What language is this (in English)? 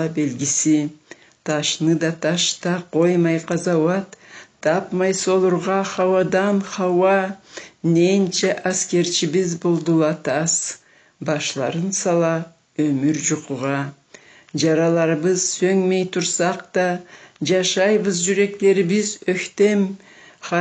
Karachay-Balkar